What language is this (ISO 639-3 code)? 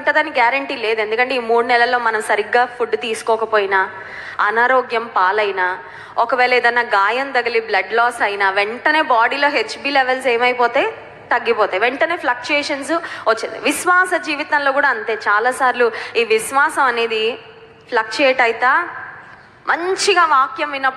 tel